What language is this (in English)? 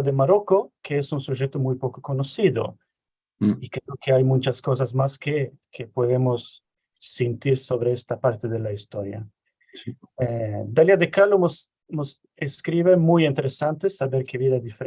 Ladino